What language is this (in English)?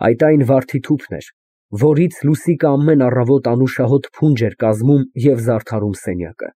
Armenian